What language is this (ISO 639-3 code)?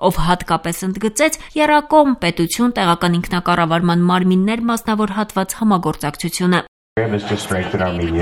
hye